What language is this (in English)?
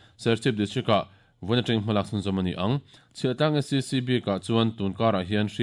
Mizo